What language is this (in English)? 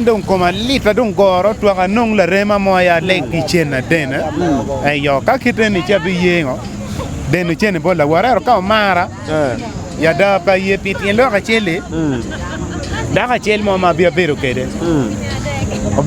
Acoli